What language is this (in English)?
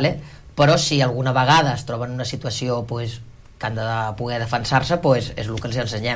Catalan